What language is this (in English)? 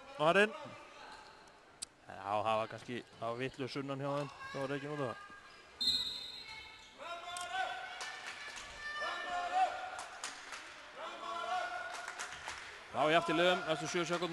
Icelandic